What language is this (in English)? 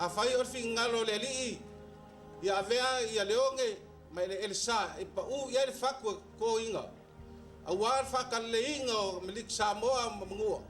Samoan